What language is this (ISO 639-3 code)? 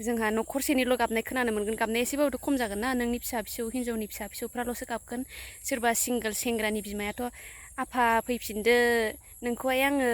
brx